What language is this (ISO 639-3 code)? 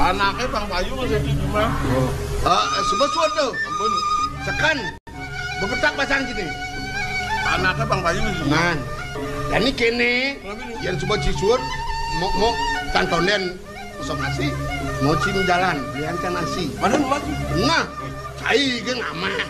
ban